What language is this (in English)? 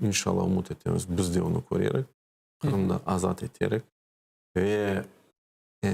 Crimean Tatar